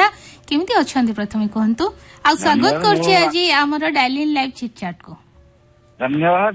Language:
Odia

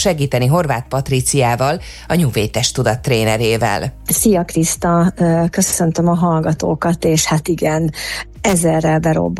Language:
Hungarian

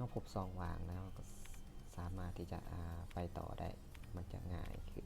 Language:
Lao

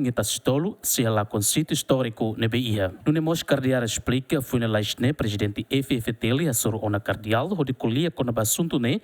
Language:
Tetum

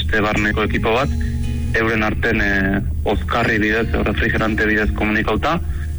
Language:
Basque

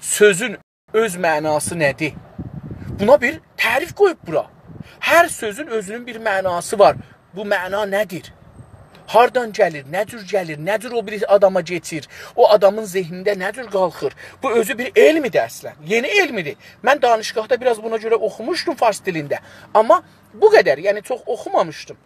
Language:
South Azerbaijani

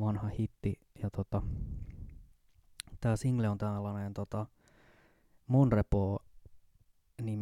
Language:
Finnish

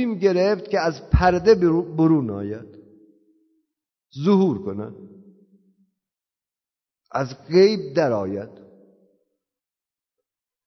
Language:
Persian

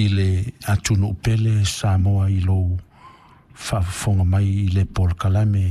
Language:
Samoan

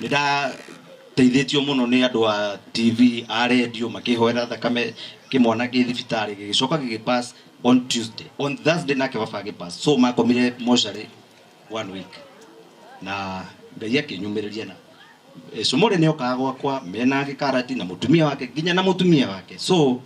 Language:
Kikuyu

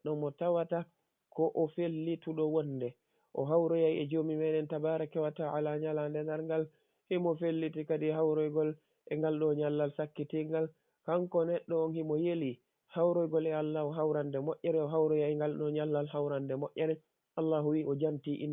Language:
Fula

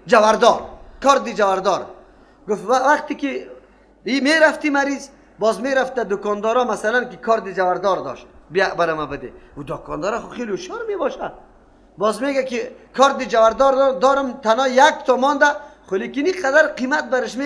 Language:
Persian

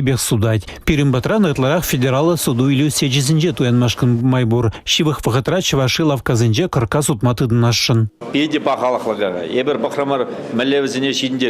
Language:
Chuvash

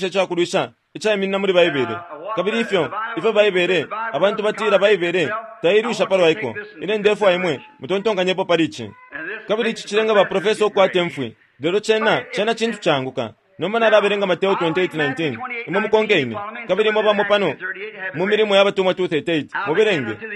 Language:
Bemba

